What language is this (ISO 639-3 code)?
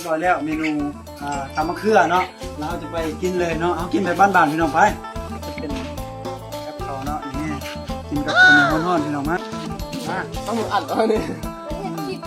lao